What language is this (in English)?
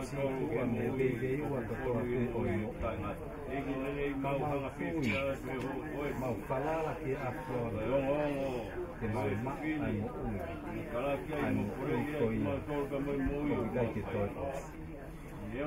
Tongan